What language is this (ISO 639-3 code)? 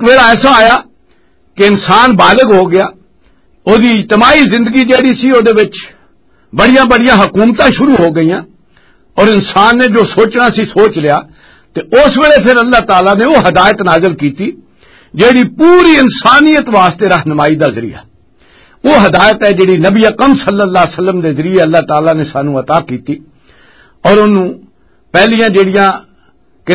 lah